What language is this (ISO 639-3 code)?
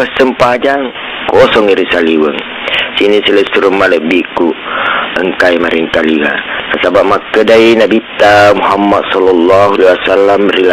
bug